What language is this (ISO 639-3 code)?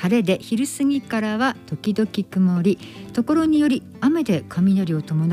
jpn